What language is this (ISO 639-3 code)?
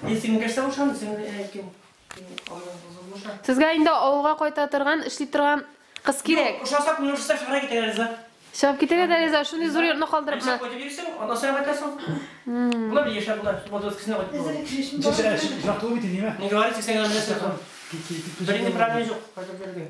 tat